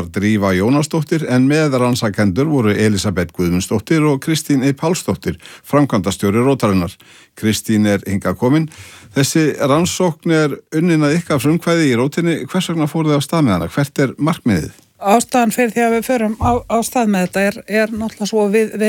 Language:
Icelandic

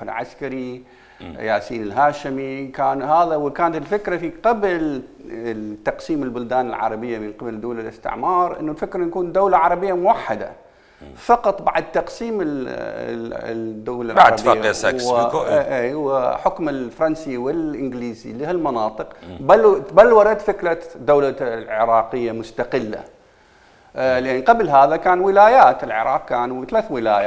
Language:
Mesopotamian Arabic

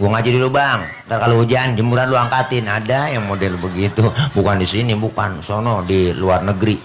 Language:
Betawi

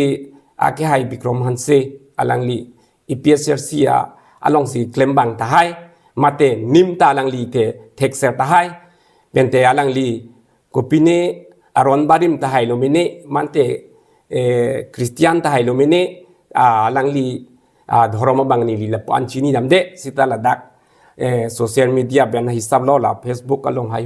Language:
Karbi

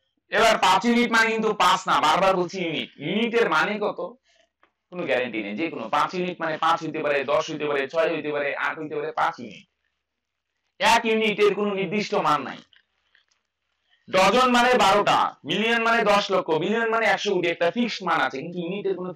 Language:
Bangla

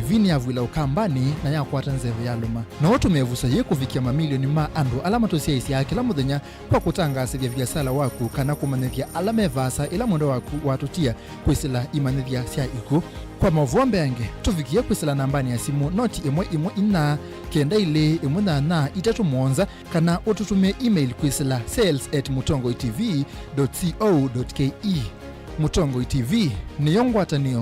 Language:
Kamba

